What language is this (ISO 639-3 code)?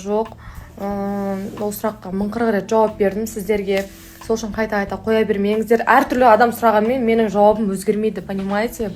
kaz